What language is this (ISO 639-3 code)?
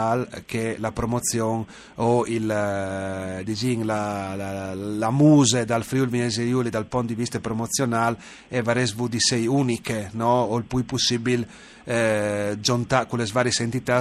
fur